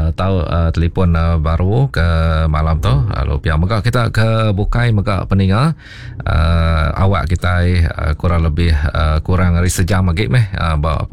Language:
Iban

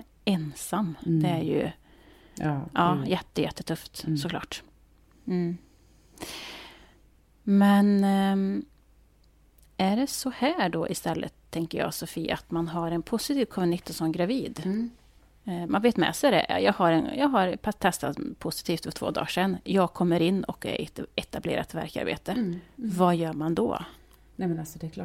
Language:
Swedish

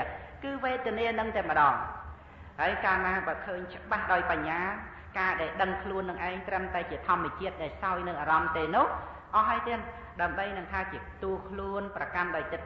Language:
Khmer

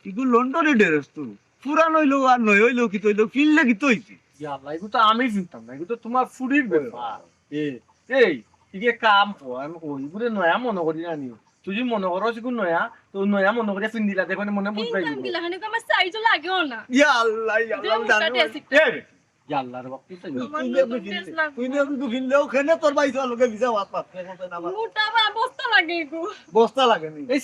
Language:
Sylheti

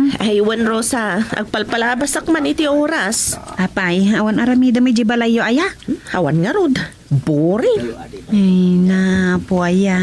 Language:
Iloko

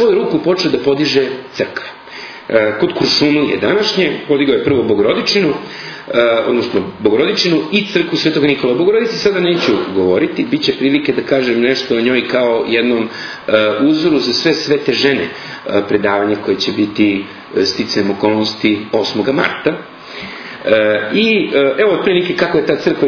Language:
Serbian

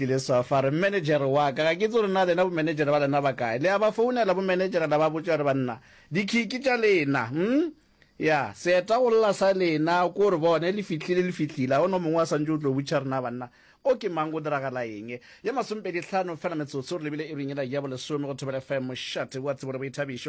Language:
Northern Sotho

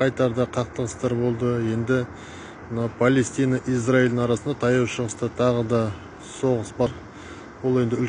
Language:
Kazakh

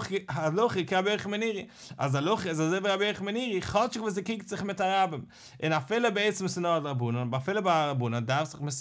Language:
Yiddish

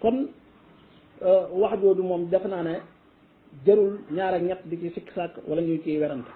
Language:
Wolof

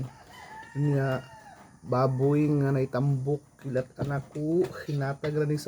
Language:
Cebuano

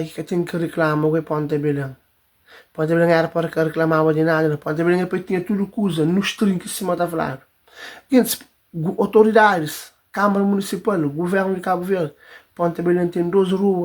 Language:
Kabuverdianu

